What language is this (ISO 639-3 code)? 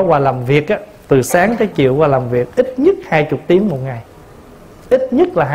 vie